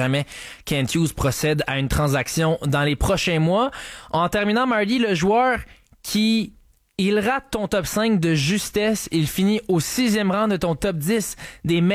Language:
French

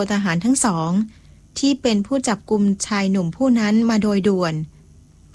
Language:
Thai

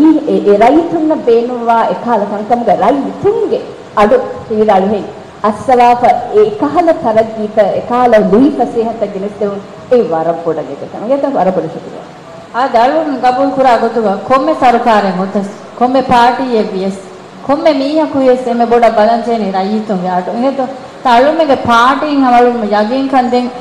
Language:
Divehi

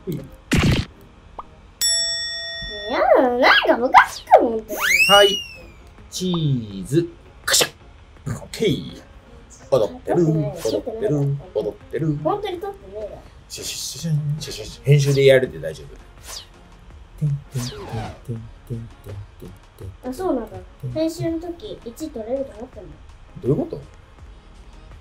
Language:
Japanese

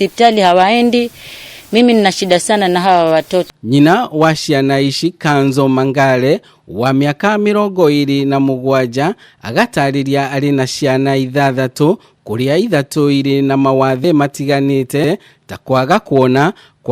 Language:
Kikuyu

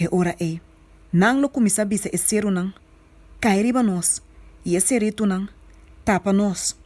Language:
Papiamento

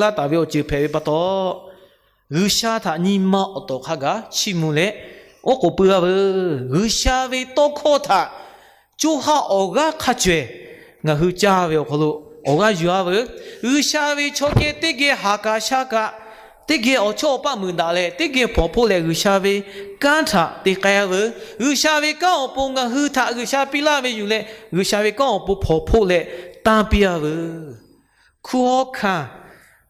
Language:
Lahu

